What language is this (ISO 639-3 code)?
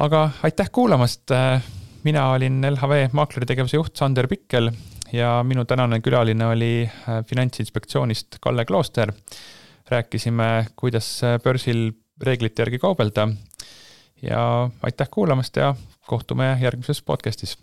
est